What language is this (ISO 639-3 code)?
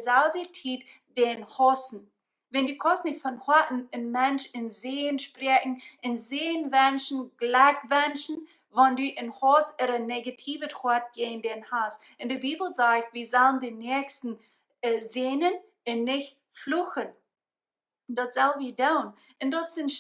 pdt